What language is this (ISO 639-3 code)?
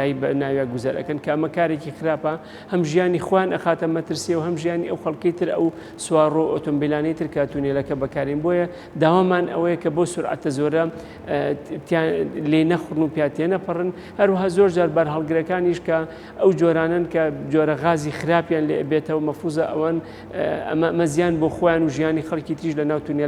ckb